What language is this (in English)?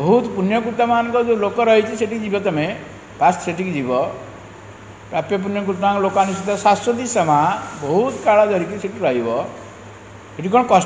Odia